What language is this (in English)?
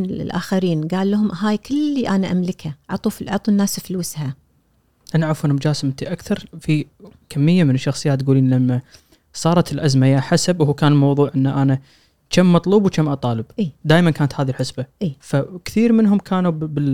Gulf Arabic